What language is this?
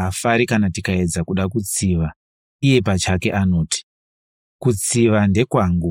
Shona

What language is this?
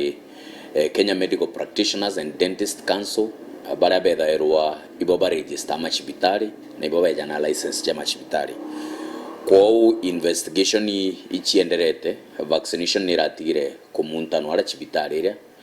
Meru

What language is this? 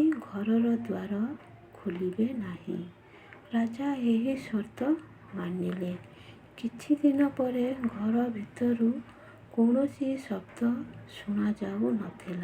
Odia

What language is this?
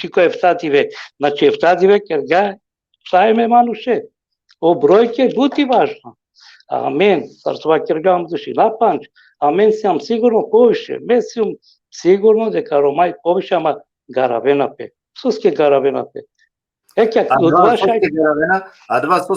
Balkan Romani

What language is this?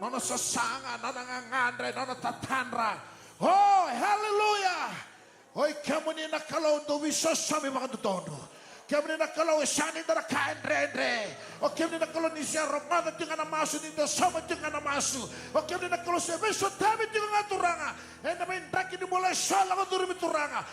Fijian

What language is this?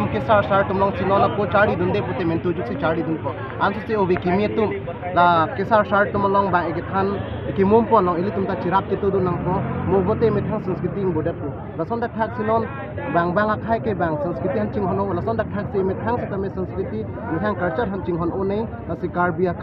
Karbi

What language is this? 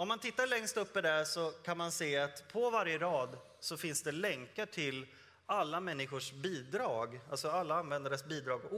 Swedish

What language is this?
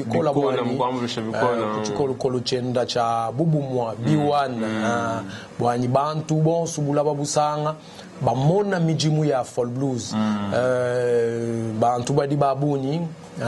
Luba-Lulua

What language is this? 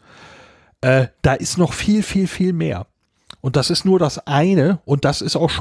German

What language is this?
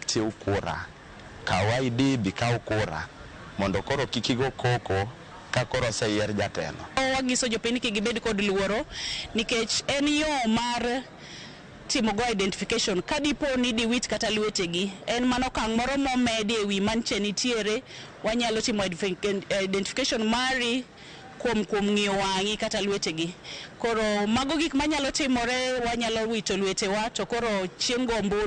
Luo (Kenya and Tanzania)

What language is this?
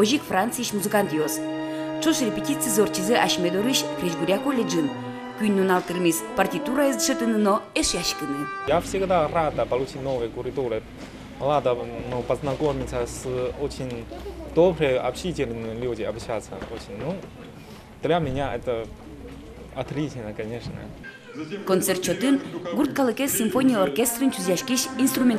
Udmurt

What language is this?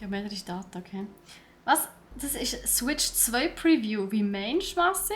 Swiss German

